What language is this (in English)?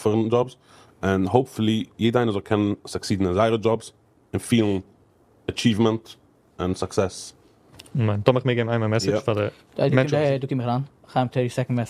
Yiddish